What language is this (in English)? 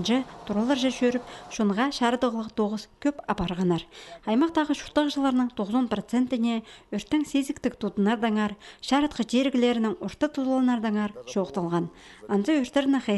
Khakas